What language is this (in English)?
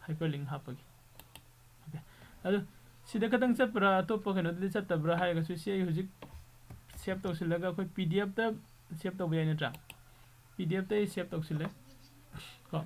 Manipuri